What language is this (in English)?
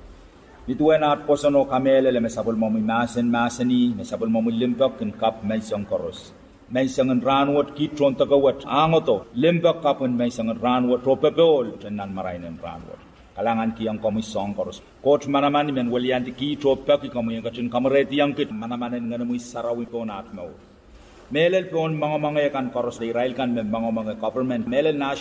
Pohnpeian